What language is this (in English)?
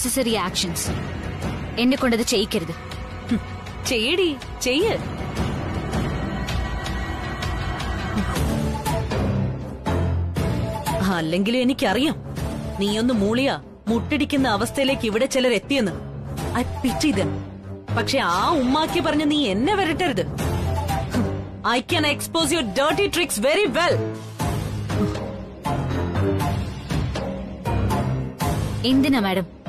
Malayalam